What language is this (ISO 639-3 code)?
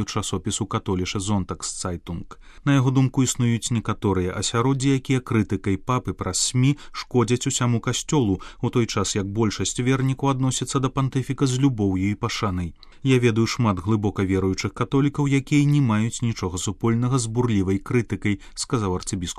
bel